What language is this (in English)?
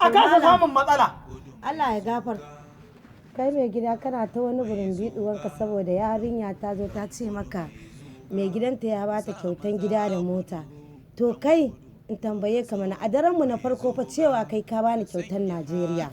Hausa